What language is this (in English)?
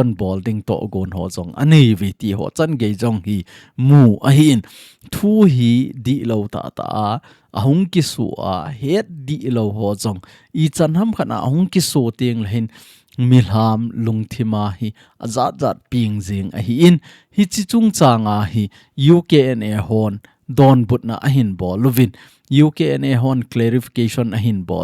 Thado Chin